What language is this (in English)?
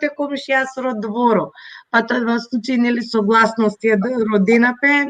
Balkan Romani